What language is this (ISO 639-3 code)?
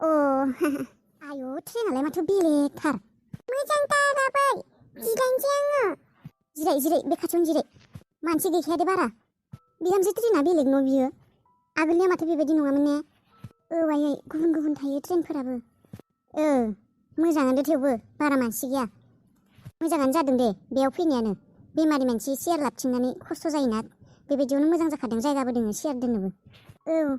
brx